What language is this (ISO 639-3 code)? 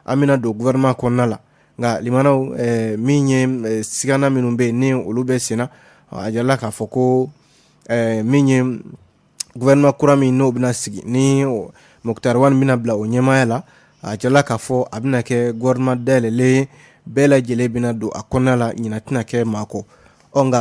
bam